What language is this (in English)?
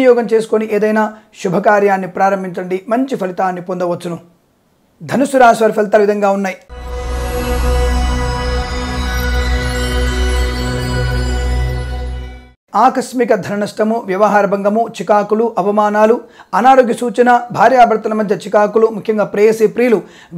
Telugu